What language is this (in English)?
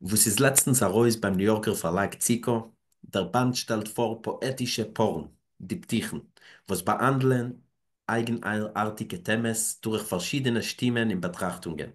Yiddish